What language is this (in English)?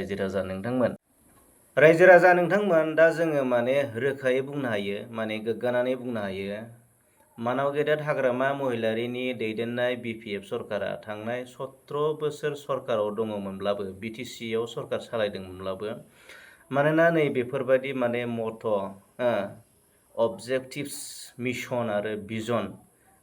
Bodo